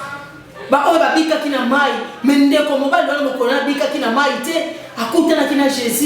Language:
Lingala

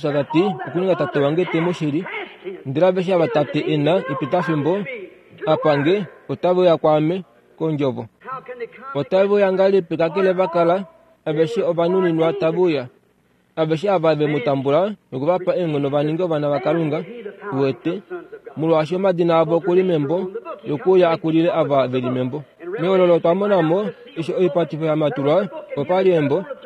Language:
Kuanyama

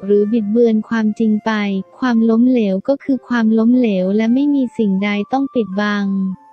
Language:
Thai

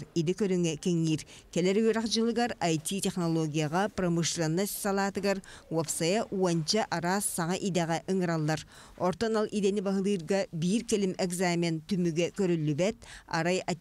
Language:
Yakut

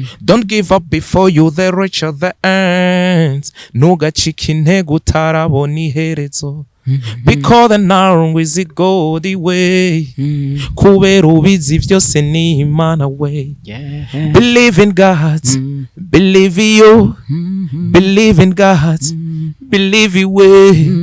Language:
Rundi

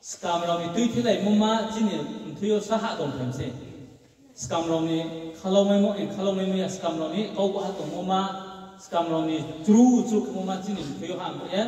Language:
Riang (India)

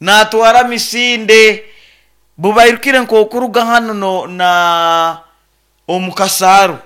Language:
Nyoro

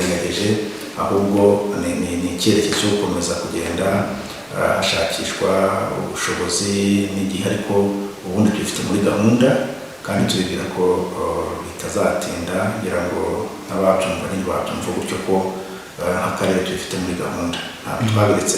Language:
Kinyarwanda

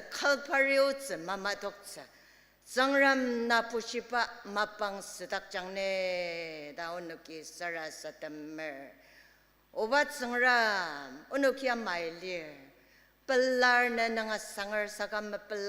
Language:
Ao Naga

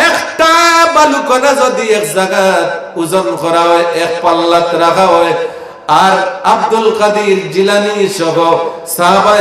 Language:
Sylheti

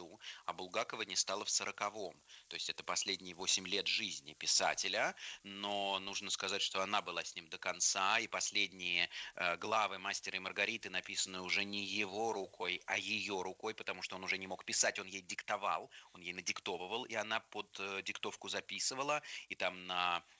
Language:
Russian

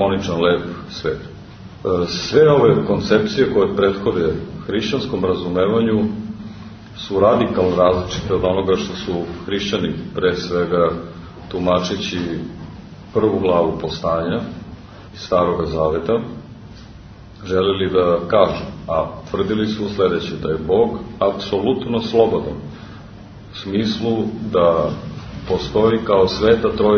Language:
Serbian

